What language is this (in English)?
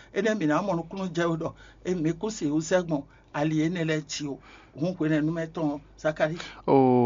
Fon